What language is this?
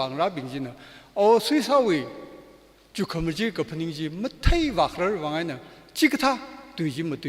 Tangkhul Naga (India)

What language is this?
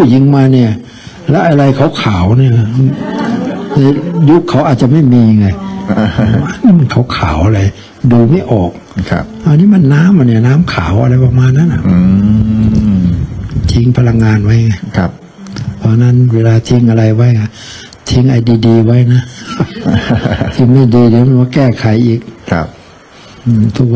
Thai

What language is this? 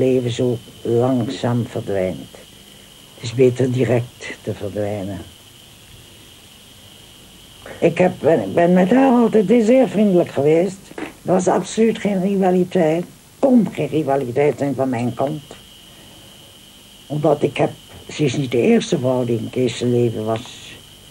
Dutch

